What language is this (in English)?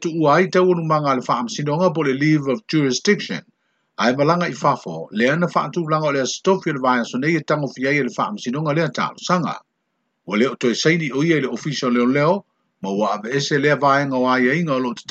Samoan